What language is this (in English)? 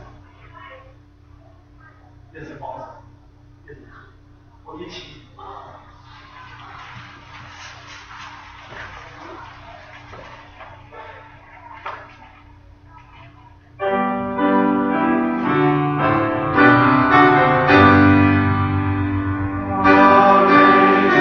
Chinese